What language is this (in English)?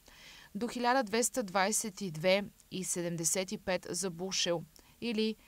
Bulgarian